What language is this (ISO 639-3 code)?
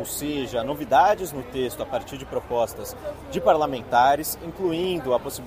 por